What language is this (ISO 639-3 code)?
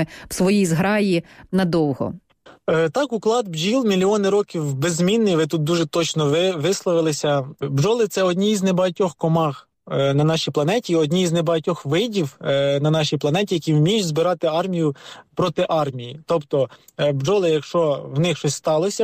ukr